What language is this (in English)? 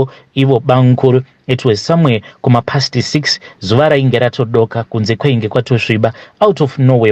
Shona